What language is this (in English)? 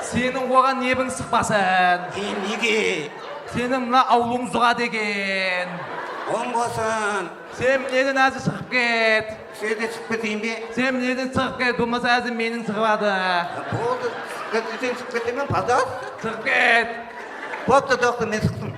Kara-Kalpak